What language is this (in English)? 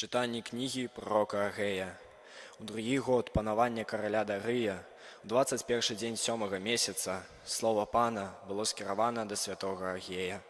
Belarusian